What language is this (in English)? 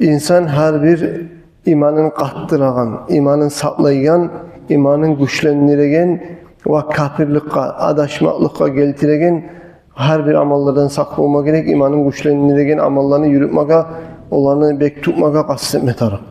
Kumyk